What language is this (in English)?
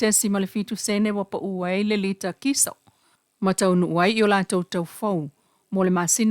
Samoan